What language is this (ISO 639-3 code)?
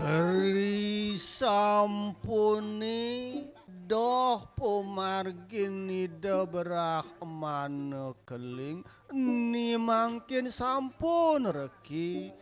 ban